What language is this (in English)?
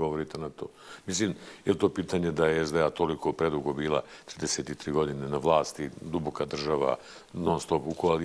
Bosnian